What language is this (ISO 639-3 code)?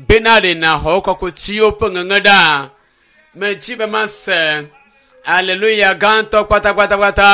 ewe